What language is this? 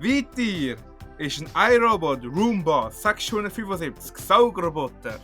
Swiss German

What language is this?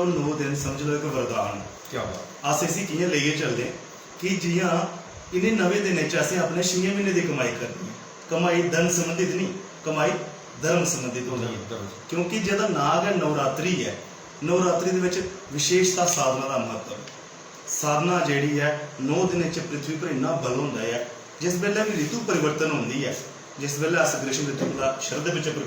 Dogri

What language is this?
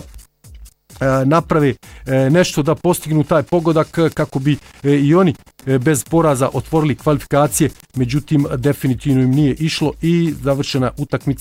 Bosnian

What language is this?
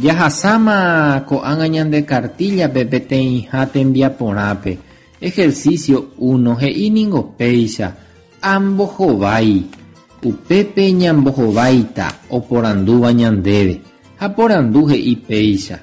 Guarani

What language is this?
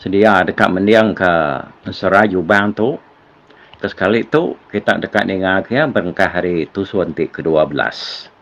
Iban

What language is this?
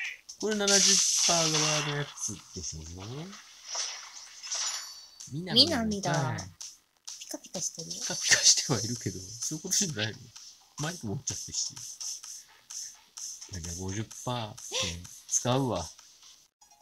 Japanese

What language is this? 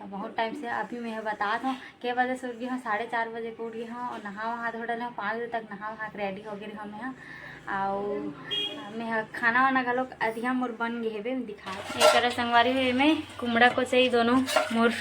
Chhattisgarhi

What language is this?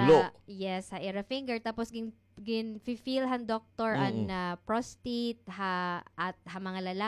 Waray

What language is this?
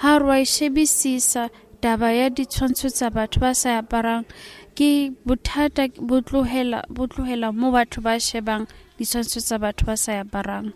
Southern Sotho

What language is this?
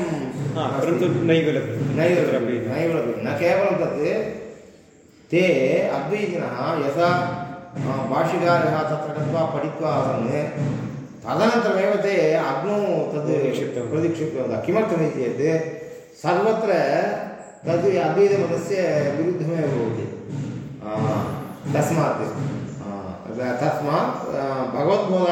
Sanskrit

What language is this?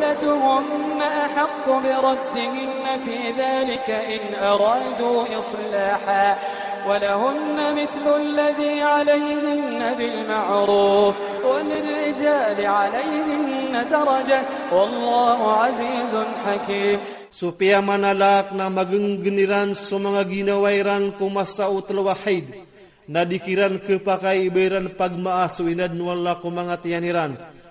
Iranun (Philippines)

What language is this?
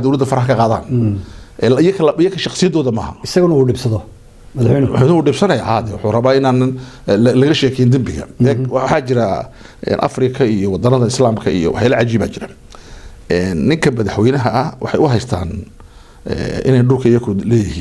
Somali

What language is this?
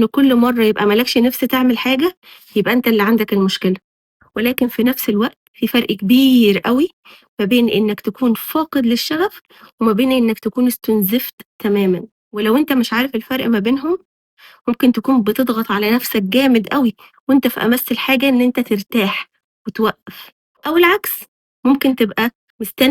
Egyptian Arabic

